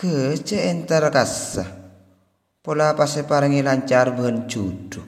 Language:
Madurese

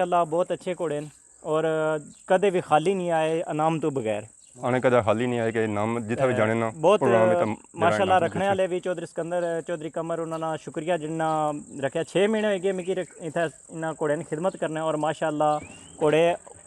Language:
Pahari-Potwari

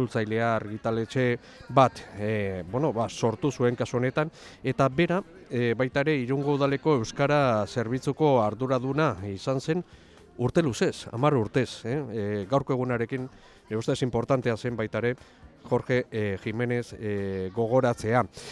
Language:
Basque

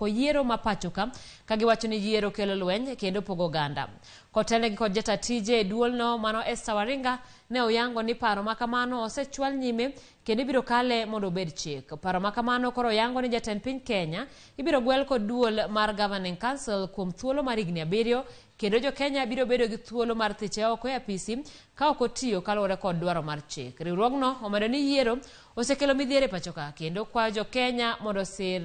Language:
Luo (Kenya and Tanzania)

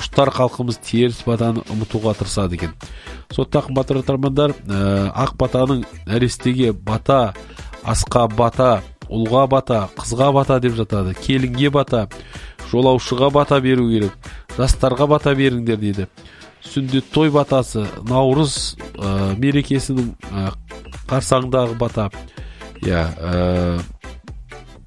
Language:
Kazakh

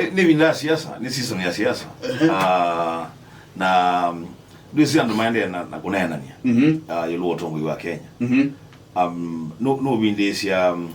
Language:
Kamba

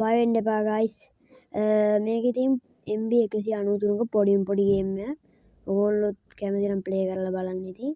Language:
Sinhala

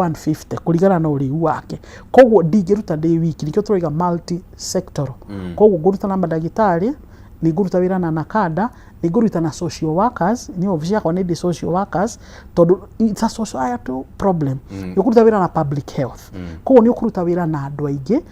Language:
Kikuyu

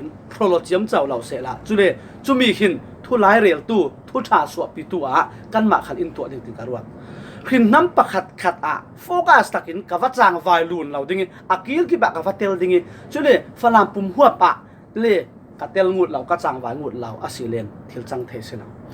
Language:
Falam Chin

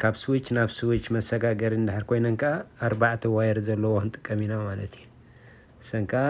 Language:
Tigrinya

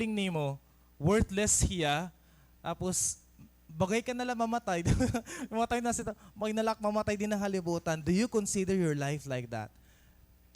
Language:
Waray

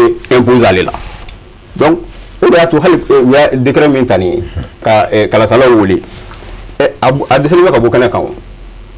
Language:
Bambara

